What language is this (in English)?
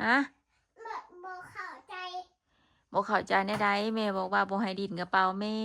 Northeastern Thai